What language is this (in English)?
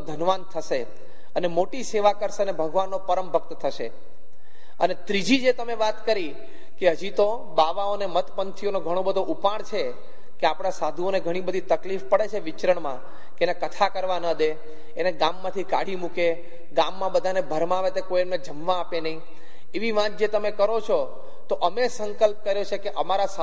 Gujarati